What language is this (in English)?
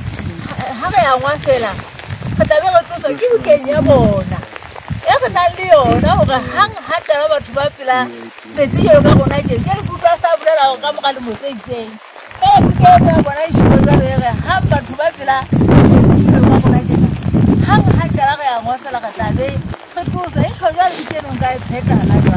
Southern Sotho